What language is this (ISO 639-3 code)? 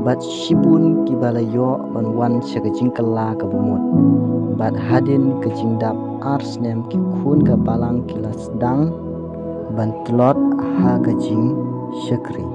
kha